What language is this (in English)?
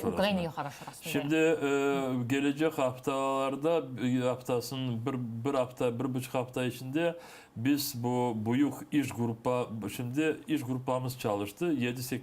Crimean Tatar